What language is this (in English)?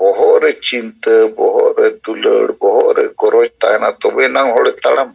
Santali